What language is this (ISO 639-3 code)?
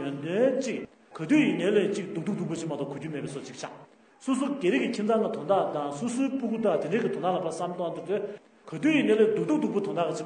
bod